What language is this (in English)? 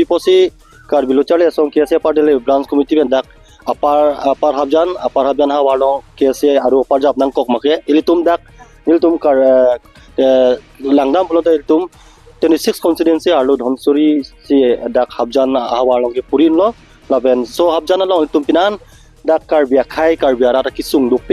Karbi